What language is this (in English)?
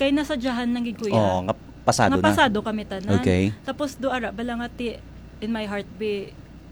Hiligaynon